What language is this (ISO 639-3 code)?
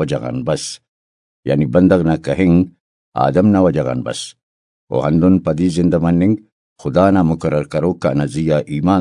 brh